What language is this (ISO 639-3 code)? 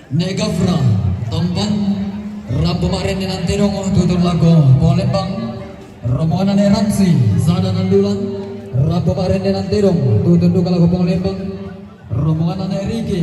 sda